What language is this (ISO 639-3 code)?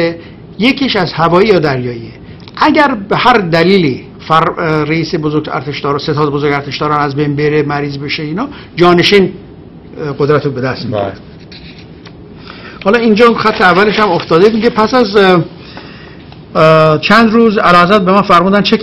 fas